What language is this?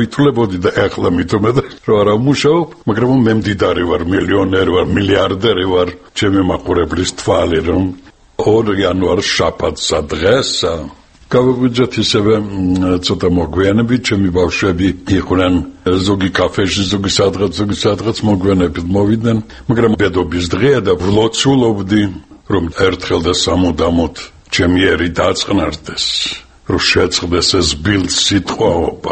Georgian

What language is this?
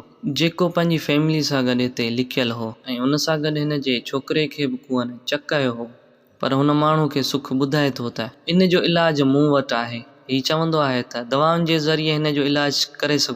Sindhi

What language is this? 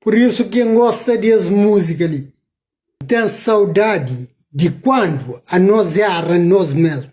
Kabuverdianu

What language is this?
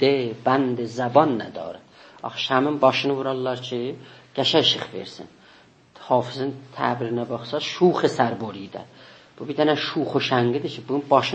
South Azerbaijani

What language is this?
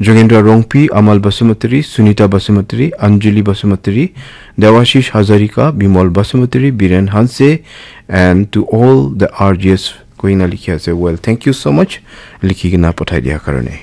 Naga Pidgin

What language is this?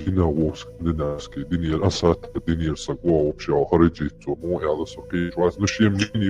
Chechen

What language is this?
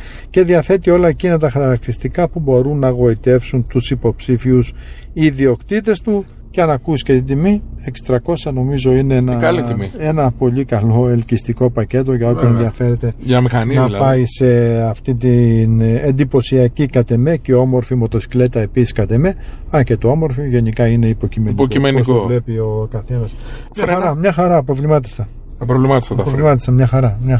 Greek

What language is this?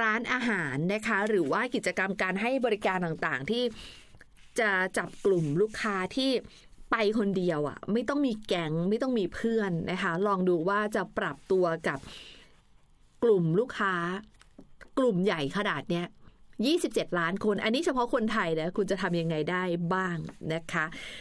Thai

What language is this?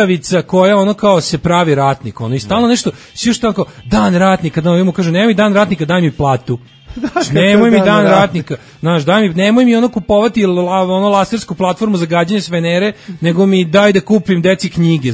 Serbian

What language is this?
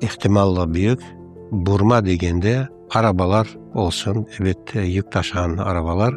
Crimean Tatar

